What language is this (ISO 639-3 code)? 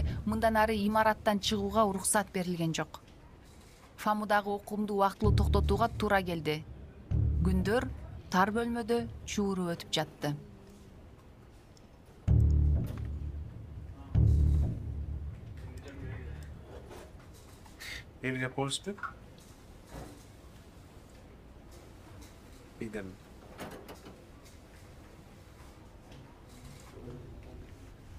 kir